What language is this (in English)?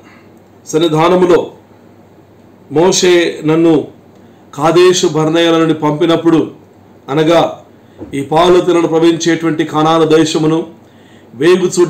Telugu